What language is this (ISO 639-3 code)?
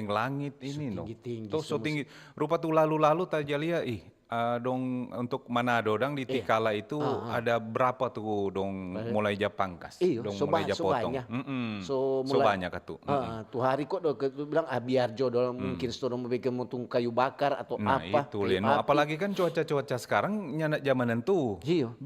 xmm